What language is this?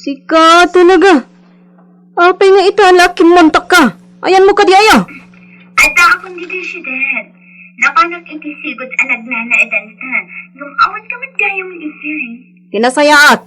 Iloko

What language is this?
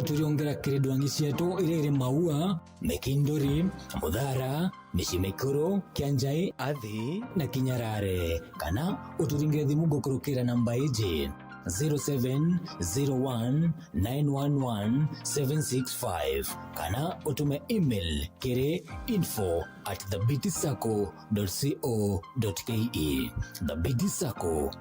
Meru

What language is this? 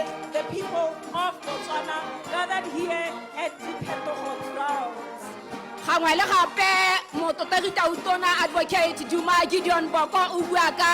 Tswana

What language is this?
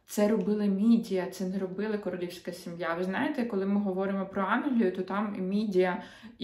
Ukrainian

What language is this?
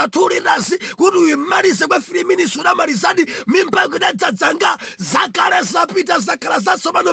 Nyanja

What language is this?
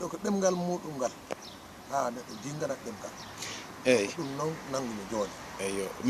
Fula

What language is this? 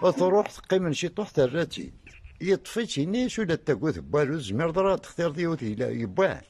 Kabyle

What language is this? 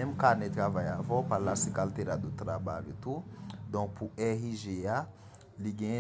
Haitian Creole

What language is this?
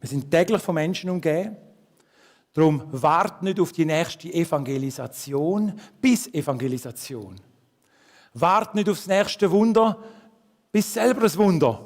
Swiss German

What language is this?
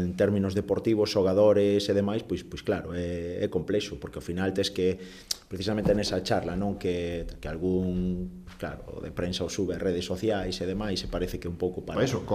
Galician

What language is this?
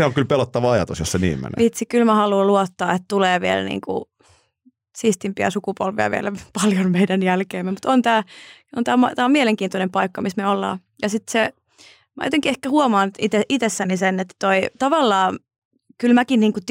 Finnish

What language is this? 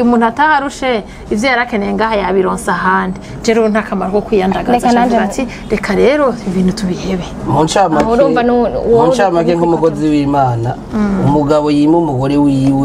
Rundi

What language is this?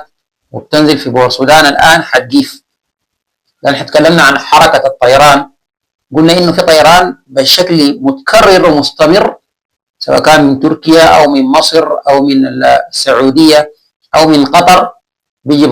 Sudanese Arabic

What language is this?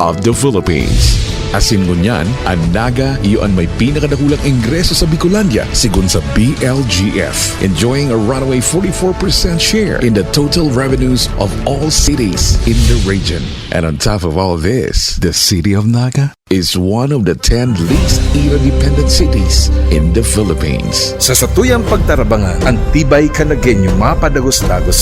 Bikol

